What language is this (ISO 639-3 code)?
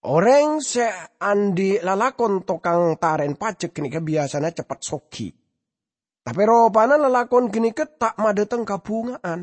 mad